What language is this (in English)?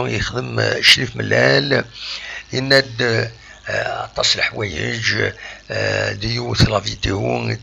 Kabyle